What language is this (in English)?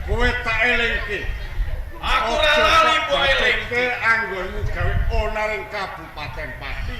Javanese